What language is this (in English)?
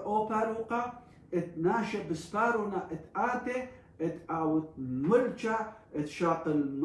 Assyrian Neo-Aramaic